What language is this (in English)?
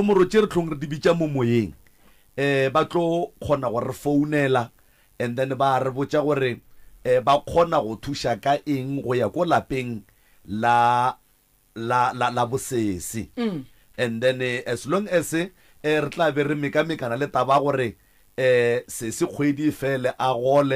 Northern Sotho